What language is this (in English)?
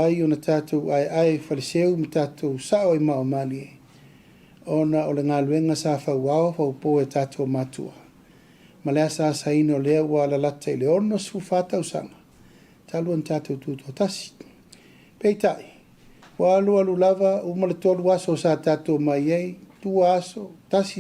Samoan